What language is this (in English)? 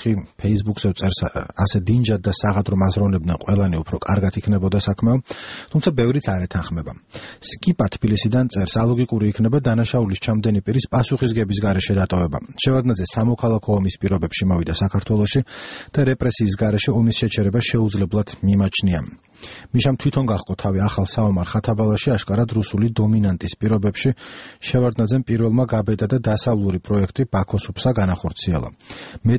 Georgian